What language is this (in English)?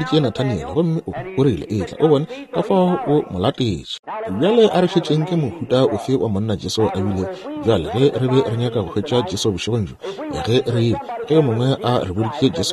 Northern Sotho